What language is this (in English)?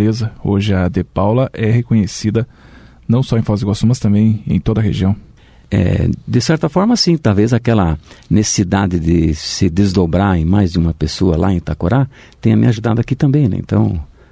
Portuguese